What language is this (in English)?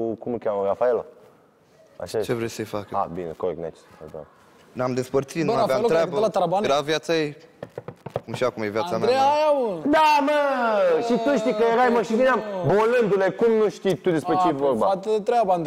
Romanian